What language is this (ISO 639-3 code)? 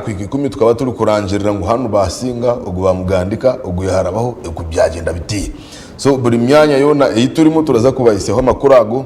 nyn